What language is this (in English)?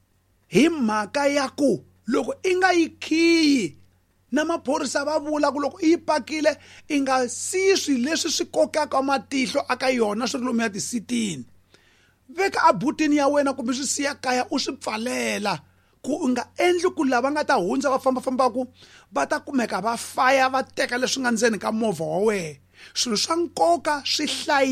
Tsonga